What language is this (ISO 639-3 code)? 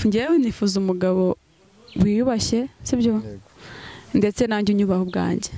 kin